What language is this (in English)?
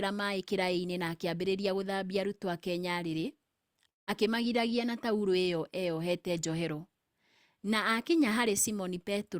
Kikuyu